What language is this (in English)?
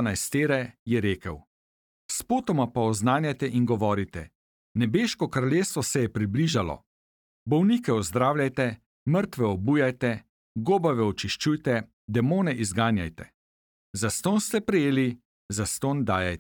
Slovenian